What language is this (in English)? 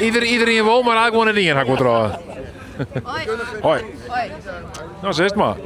Western Frisian